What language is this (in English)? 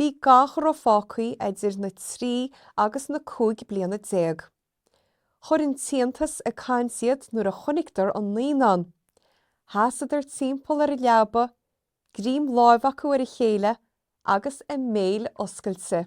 Irish